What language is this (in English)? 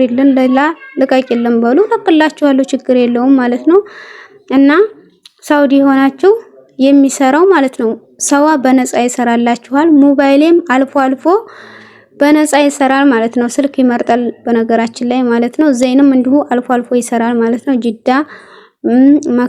Amharic